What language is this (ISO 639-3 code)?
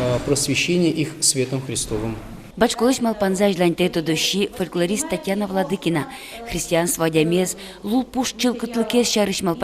udm